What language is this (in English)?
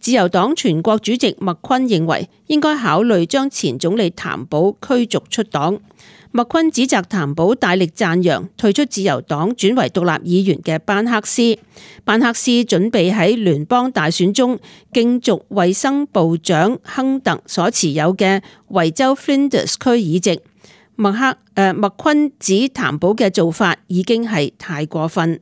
Cantonese